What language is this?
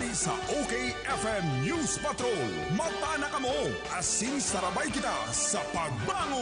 Bikol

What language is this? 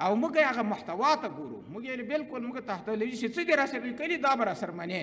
Pashto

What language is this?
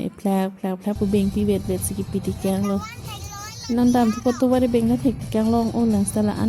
Karbi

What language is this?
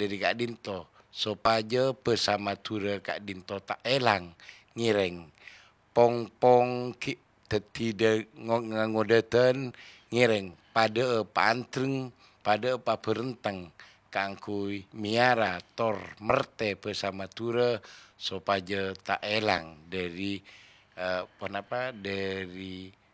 Madurese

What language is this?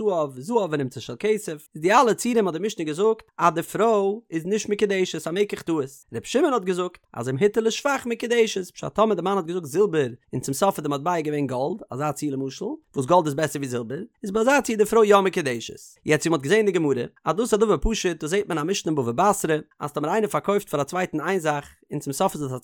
Yiddish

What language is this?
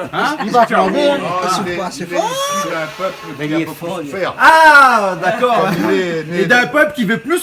Réunion Creole French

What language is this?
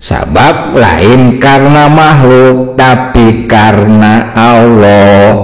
Sundanese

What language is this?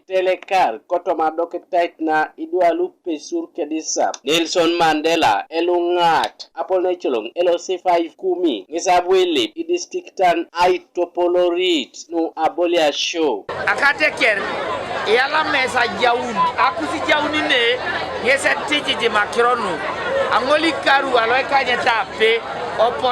Teso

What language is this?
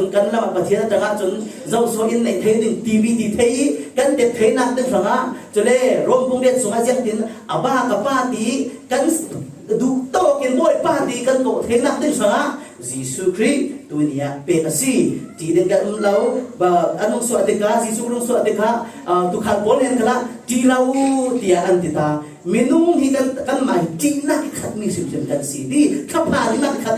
Falam Chin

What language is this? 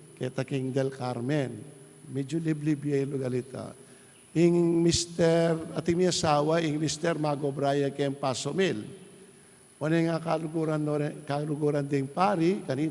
Pampanga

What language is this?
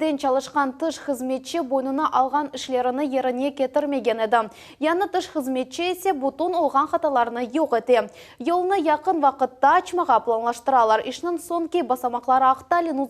Crimean Tatar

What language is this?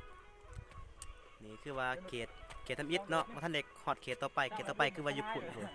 Lao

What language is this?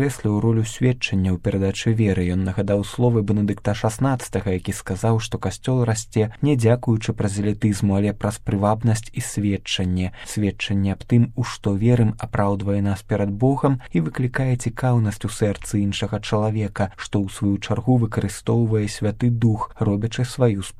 Belarusian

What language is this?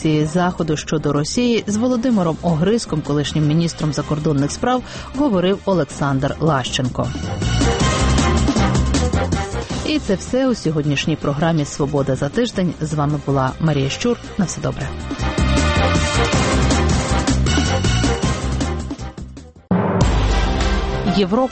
Ukrainian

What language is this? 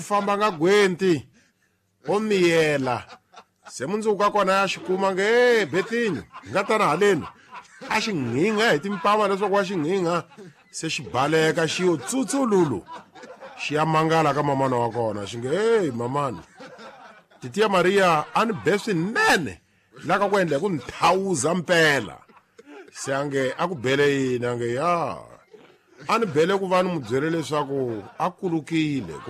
Tsonga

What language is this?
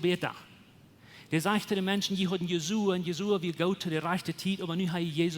Plautdietsch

